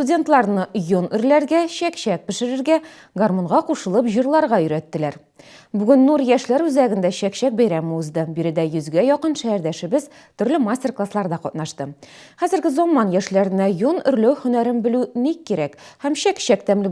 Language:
Tatar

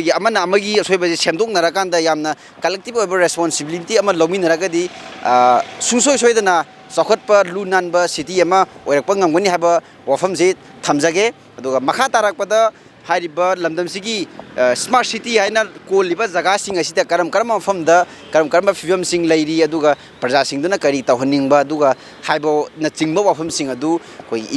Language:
Manipuri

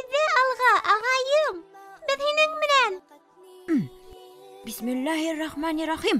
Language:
Bashkir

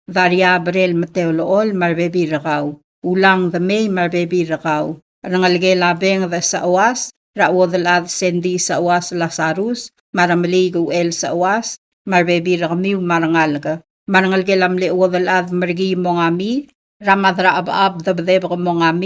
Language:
Palauan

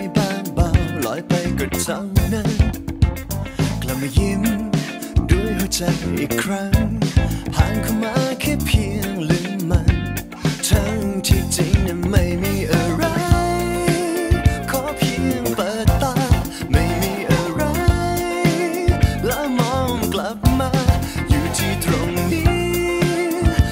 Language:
Thai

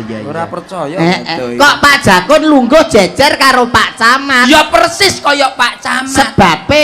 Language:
Javanese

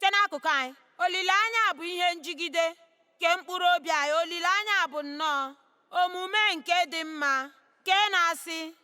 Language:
Igbo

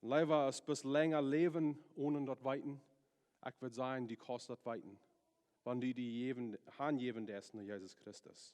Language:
Plautdietsch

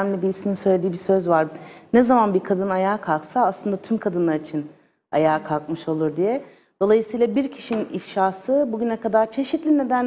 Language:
Turkish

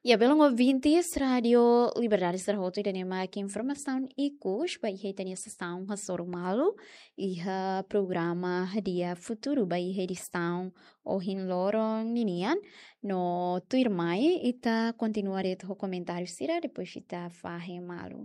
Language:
Tetum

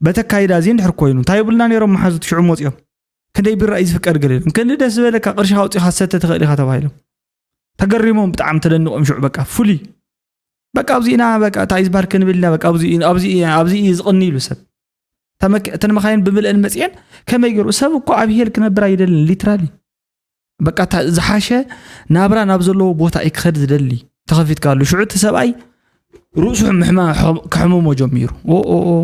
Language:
Tigrinya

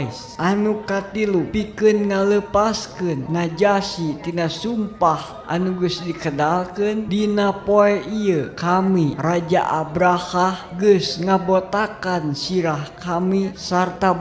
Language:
Sundanese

